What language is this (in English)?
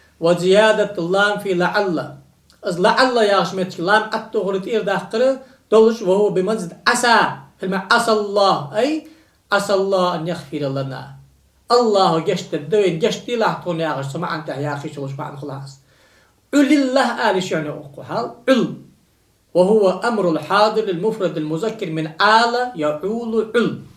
Ingush